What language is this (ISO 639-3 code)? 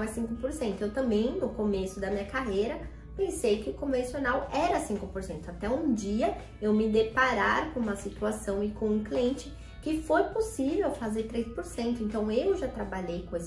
por